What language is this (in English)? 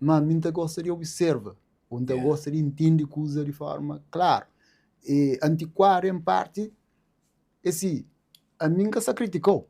Kabuverdianu